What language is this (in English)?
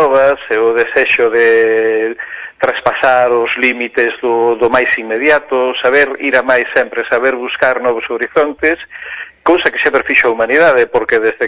Galician